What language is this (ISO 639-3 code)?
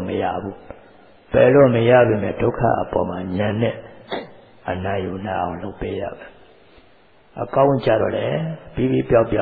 mya